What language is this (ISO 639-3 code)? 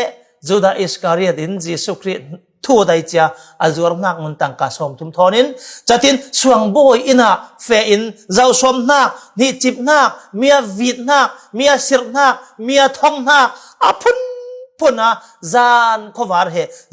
cfm